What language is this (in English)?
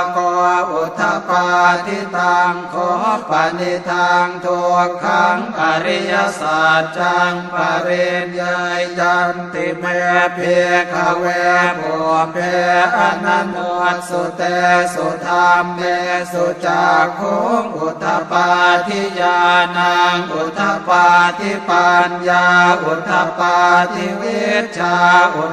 Pali